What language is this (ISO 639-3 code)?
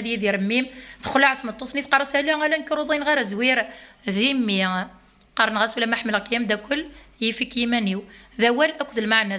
kab